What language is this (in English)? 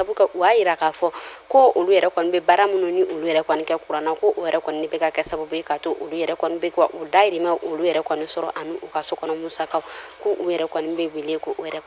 Bambara